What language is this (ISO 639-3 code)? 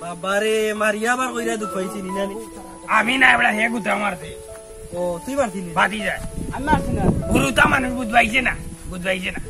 syl